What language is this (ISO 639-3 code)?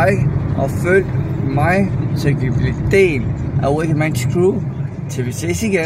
dan